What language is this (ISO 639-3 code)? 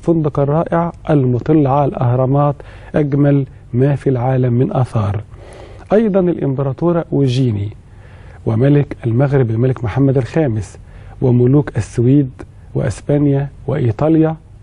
arz